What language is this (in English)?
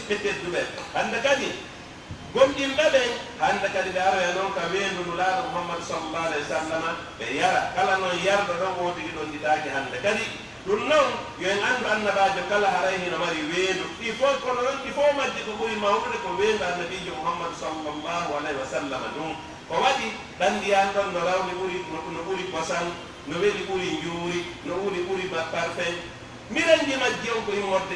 Pular